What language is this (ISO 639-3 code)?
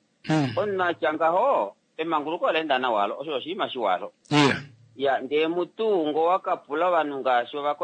kua